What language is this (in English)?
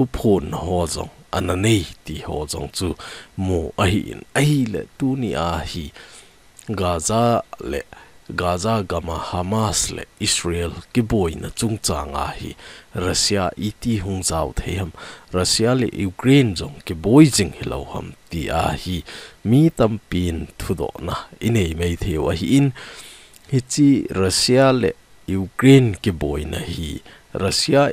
Thado Chin